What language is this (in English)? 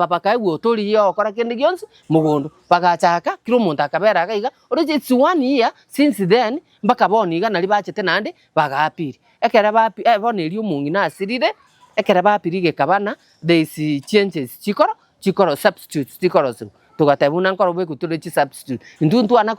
Gusii